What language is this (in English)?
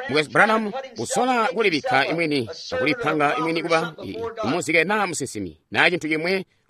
Tonga (Zambia)